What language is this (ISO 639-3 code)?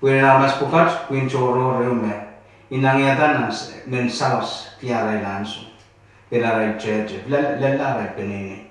pon